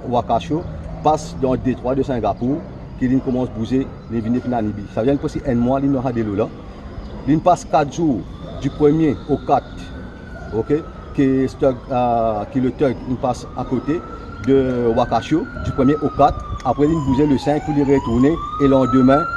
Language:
Morisyen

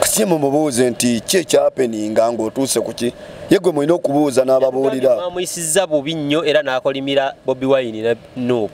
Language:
Ganda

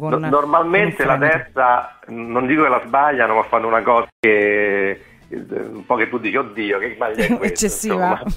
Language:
Italian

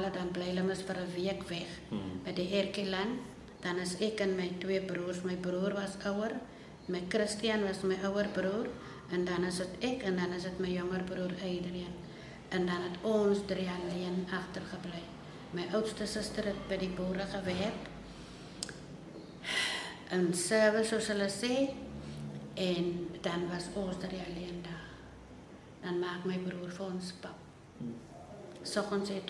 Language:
Afrikaans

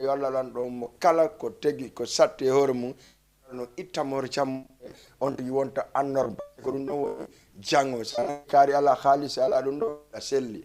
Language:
Fula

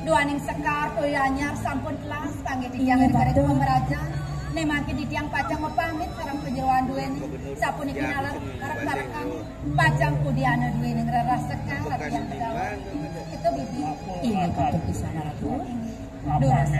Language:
Balinese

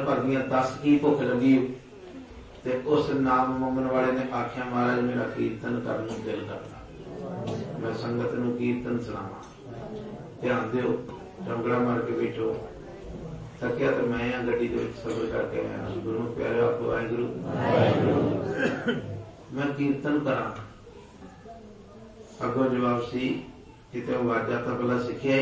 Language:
Punjabi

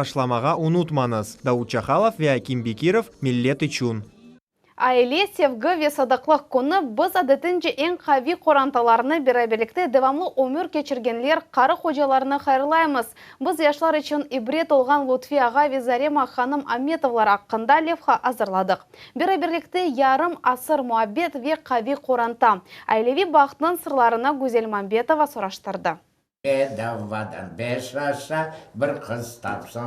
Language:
Crimean Tatar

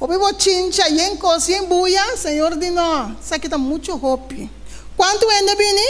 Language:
Papiamento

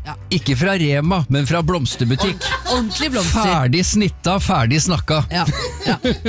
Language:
Norwegian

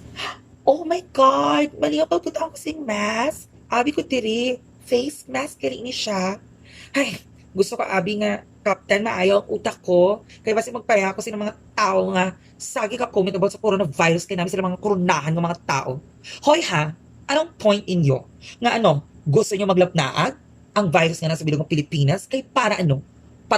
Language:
Hiligaynon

